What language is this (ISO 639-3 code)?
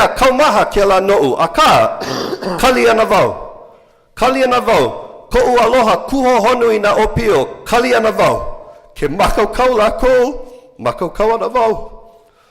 haw